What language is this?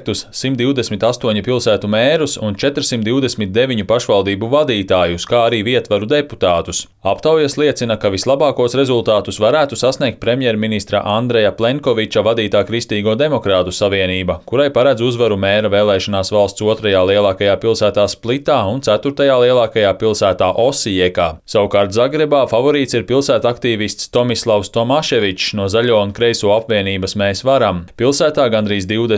Latvian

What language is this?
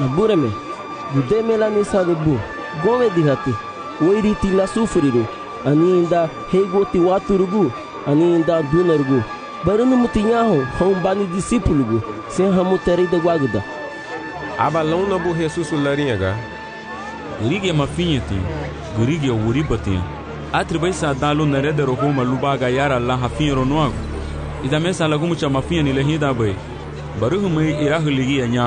Garifuna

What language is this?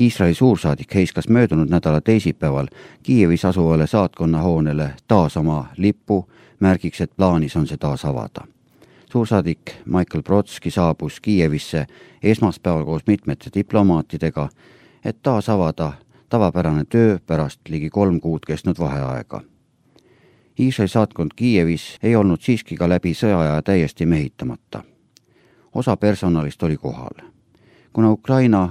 Estonian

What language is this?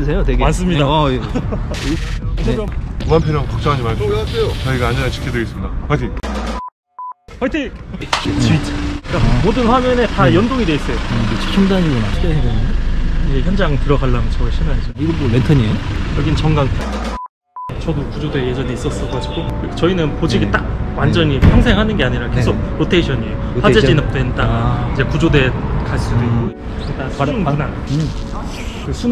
Korean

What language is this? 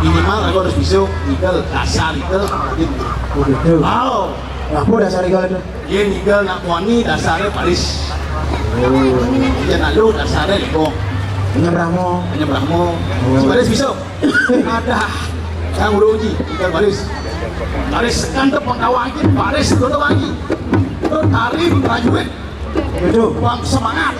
Balinese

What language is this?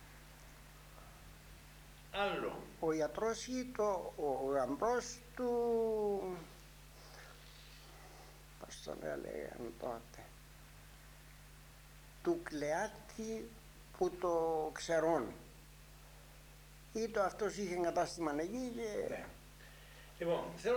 Greek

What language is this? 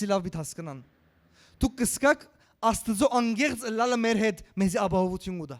Western Armenian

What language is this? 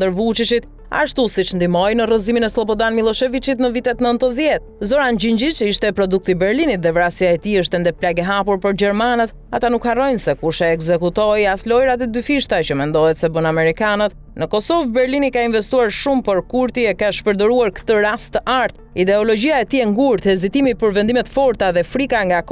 Albanian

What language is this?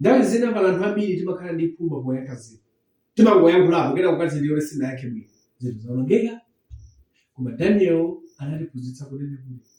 Nyanja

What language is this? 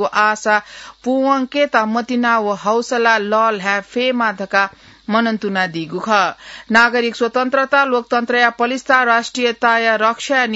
Newari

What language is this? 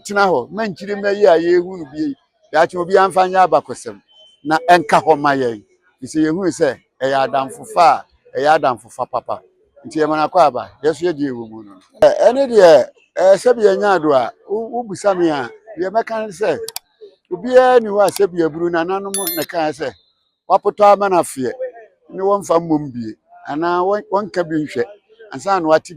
Akan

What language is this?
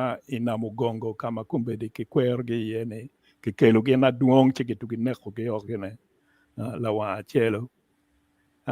Acoli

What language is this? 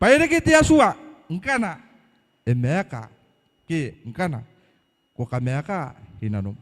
Gilbertese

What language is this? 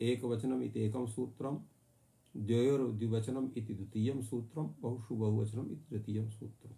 Sanskrit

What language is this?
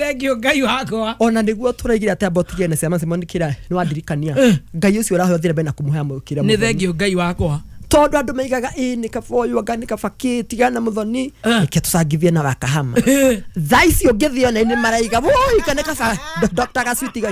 Kikuyu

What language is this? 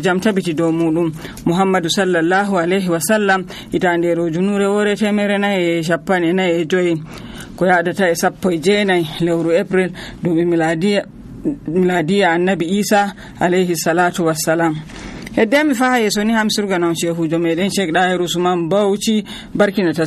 Nigerian Fulfulde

